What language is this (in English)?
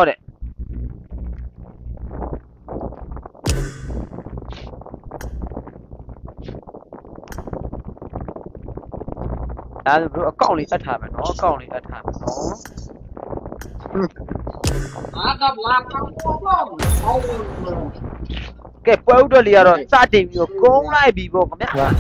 Burmese